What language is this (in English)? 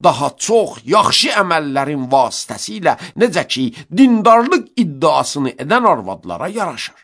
Azerbaijani